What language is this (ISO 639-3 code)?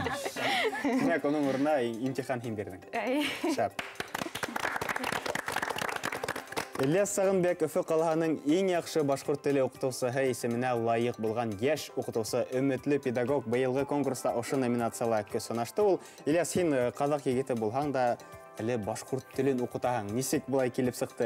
bak